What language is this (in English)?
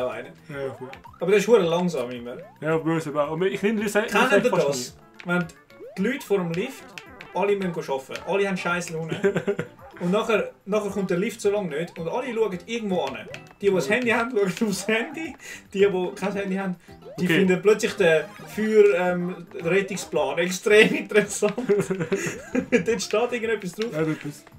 Swiss German